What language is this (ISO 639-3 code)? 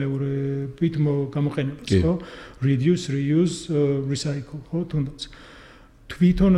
kat